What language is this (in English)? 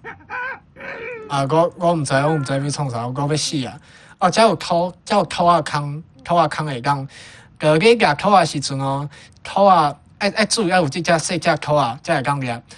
Min Nan Chinese